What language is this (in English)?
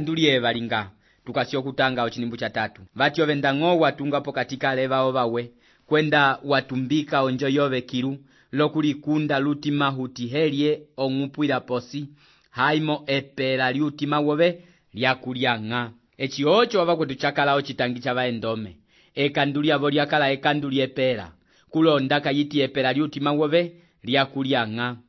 Umbundu